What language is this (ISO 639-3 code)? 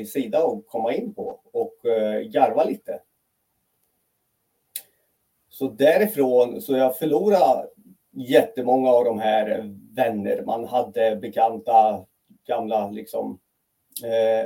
swe